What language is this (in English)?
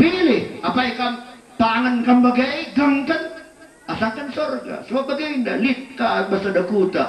Batak Karo